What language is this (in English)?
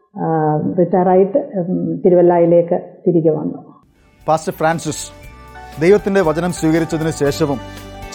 Malayalam